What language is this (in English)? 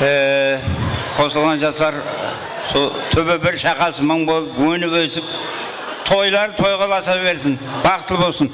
Kara-Kalpak